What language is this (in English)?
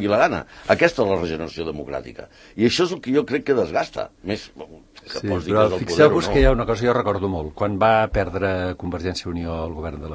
Catalan